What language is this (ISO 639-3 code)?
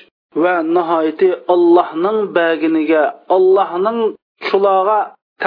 uig